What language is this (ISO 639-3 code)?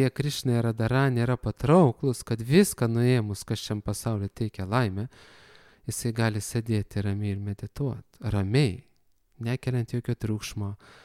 lit